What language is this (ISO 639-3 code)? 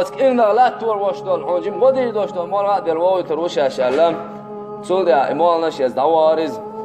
che